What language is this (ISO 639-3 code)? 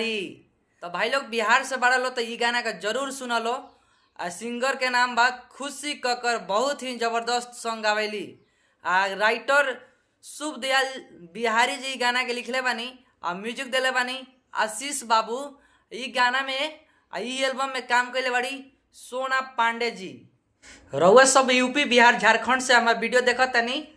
bho